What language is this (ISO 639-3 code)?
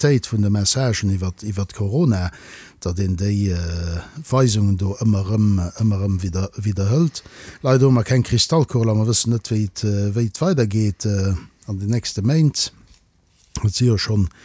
ltz